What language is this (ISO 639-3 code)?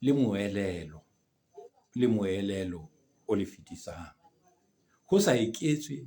sot